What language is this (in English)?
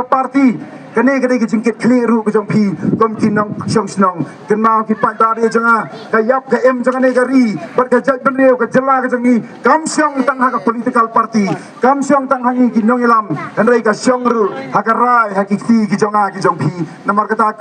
Khasi